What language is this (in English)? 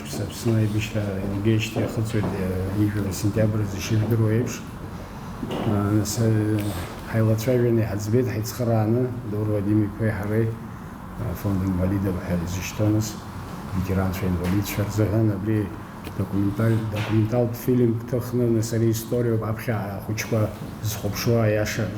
Abkhazian